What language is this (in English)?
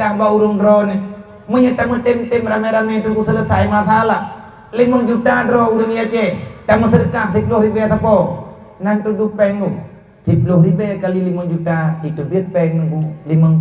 Achinese